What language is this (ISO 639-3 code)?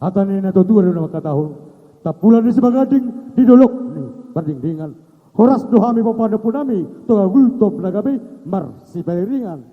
bbc